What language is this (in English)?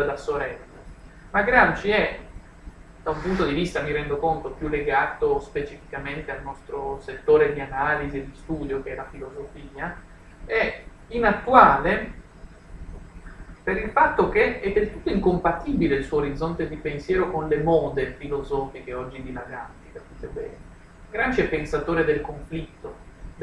Italian